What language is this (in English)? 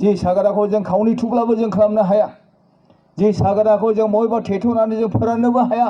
Bodo